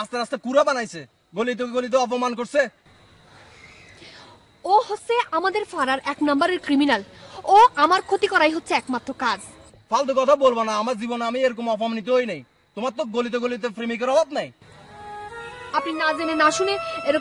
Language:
Bangla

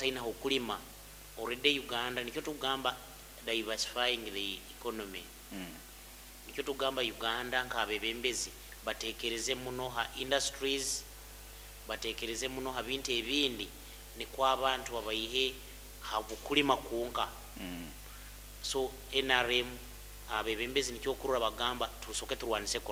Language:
Nyoro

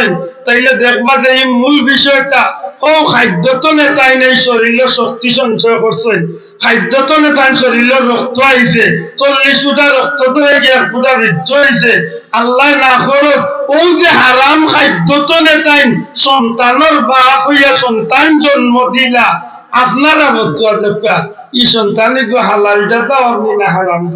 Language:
Sylheti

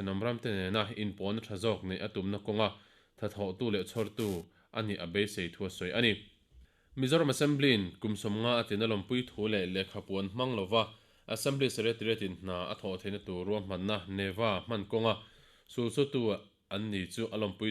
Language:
Mizo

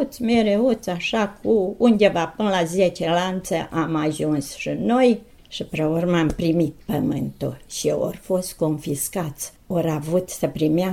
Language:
Romanian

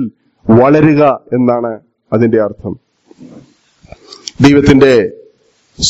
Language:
Malayalam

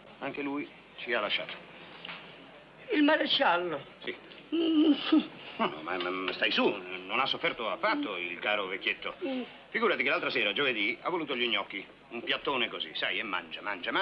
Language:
Italian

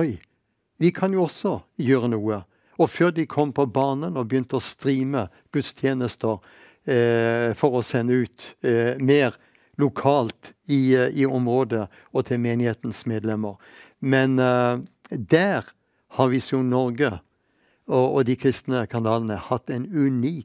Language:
Norwegian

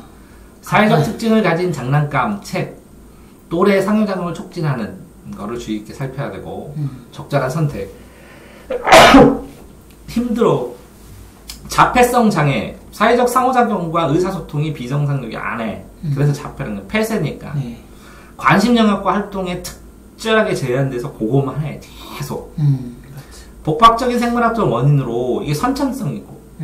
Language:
Korean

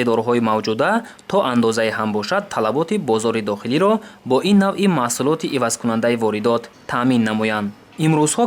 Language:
Tajik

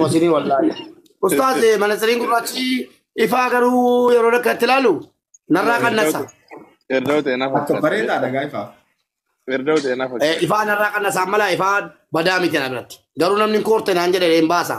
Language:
Oromo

